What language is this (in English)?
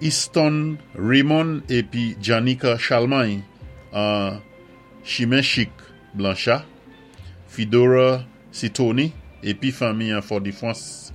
Saint Lucian Creole French